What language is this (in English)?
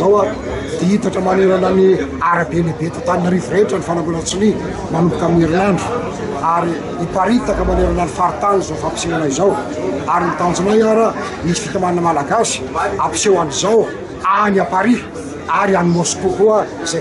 Malagasy